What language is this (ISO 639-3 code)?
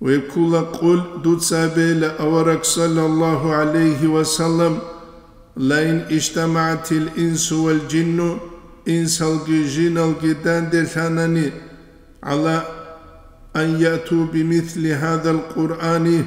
ava